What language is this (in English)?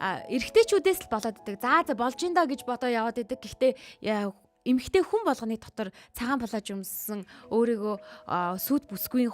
Mongolian